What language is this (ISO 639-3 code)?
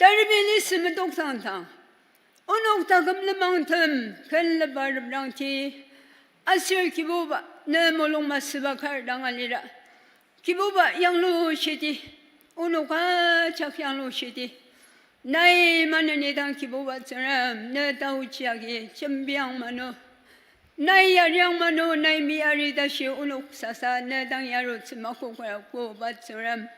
njo